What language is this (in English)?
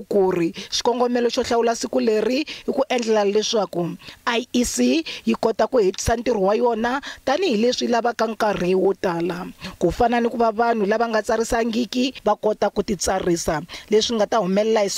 Tsonga